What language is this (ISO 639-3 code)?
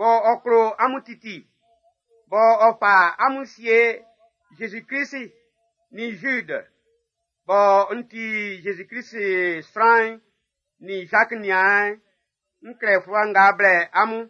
bci